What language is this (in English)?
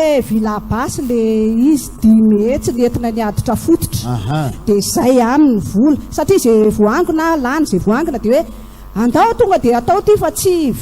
Malagasy